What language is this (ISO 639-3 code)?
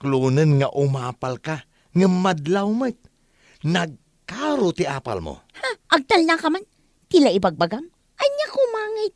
ilo